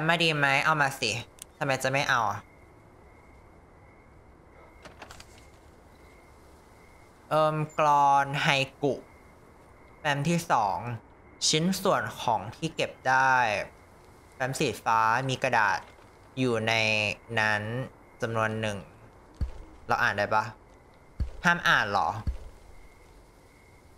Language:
Thai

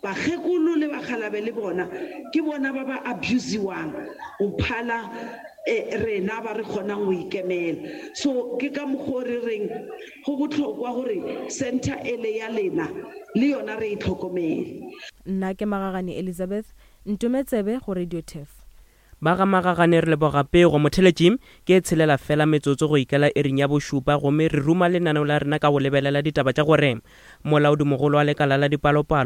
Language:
Northern Sotho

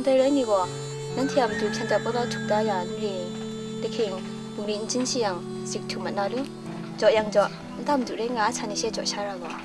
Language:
Kachin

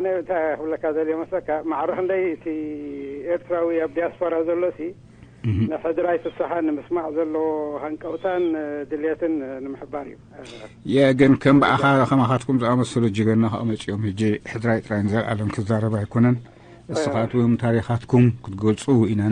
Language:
Tigrinya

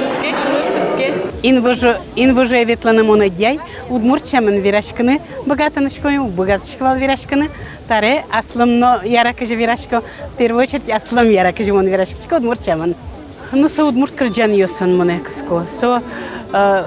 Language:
Udmurt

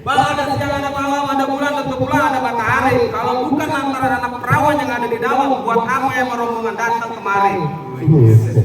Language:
Betawi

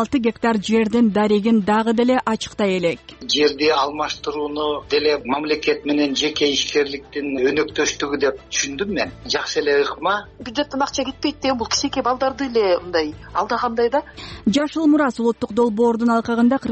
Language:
Kyrgyz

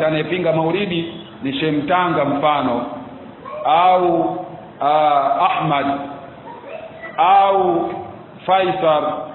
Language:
Swahili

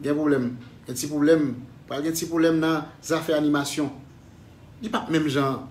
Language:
Haitian Creole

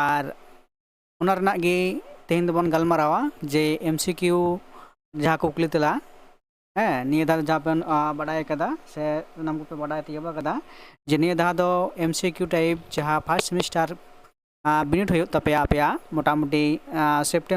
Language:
Santali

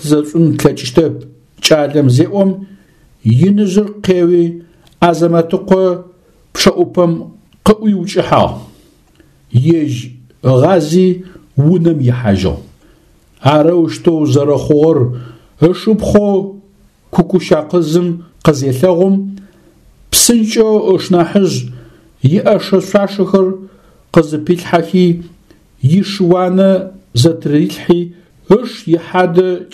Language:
Adyghe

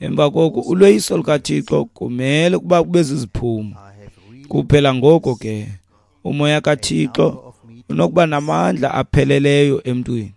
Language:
Xhosa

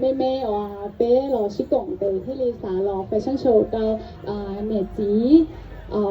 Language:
Hmong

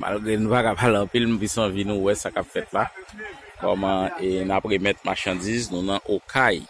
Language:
Haitian Creole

